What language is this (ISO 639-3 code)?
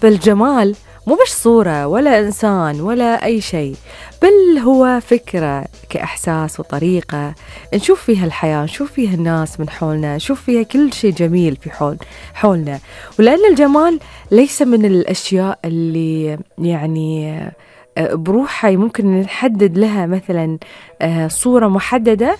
afb